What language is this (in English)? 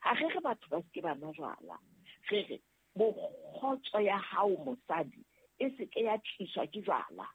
Southern Sotho